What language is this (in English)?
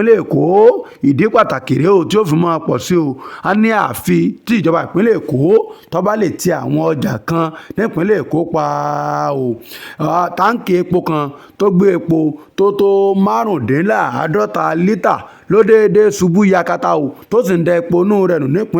Yoruba